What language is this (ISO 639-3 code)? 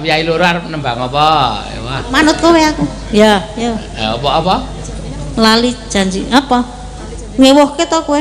jav